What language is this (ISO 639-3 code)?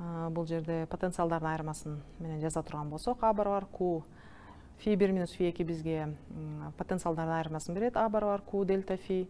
kir